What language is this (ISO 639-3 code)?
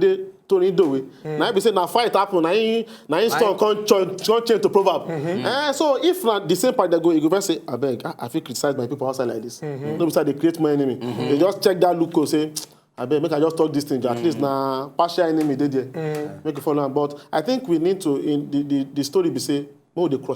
pcm